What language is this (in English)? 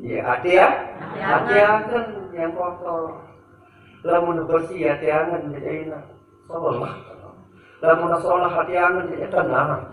Sasak